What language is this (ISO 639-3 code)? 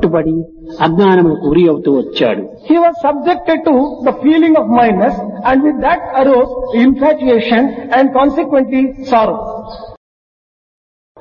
tel